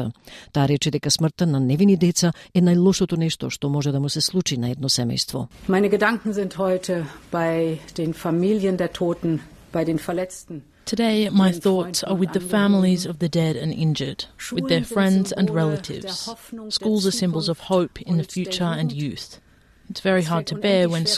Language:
Macedonian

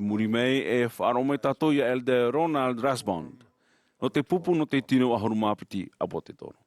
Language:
Tahitian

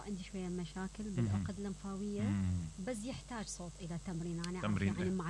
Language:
Mesopotamian Arabic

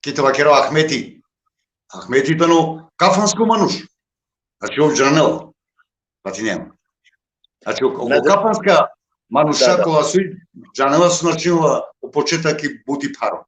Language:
Balkan Romani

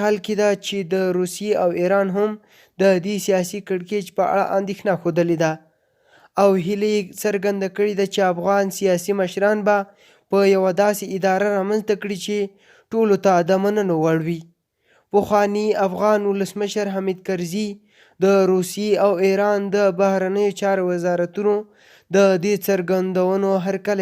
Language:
Pashto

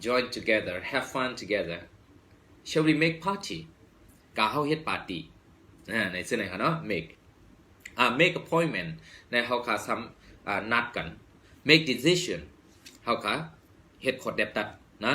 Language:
Shan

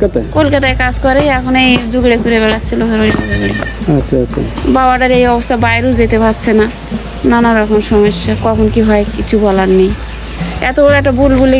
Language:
Bangla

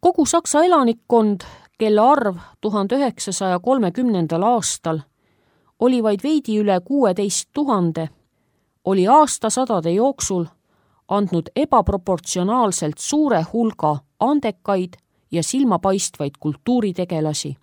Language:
Estonian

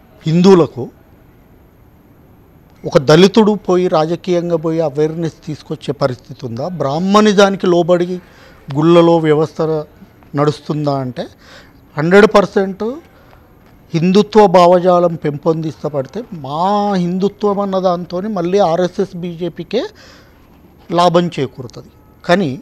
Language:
Telugu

